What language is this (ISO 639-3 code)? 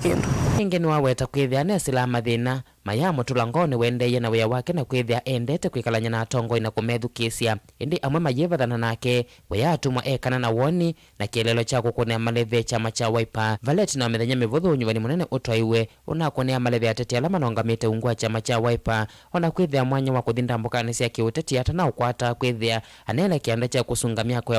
kam